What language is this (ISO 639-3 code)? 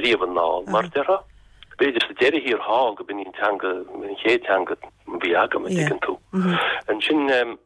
gle